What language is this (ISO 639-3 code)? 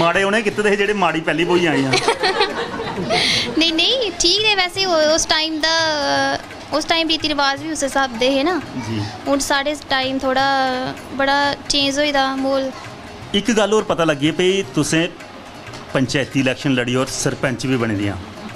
doi